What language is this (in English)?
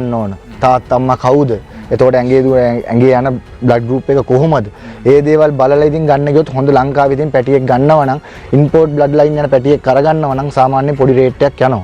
Sinhala